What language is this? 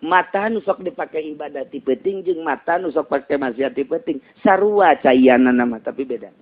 Sundanese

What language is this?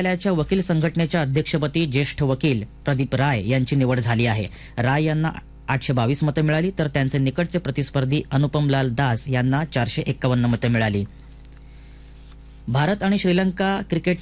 Marathi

